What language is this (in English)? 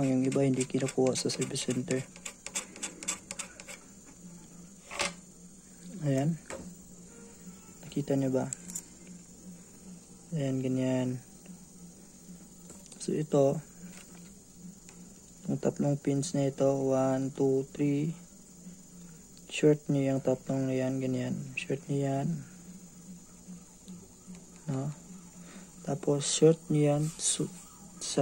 Filipino